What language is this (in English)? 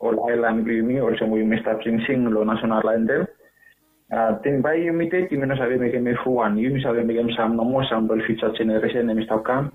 Bislama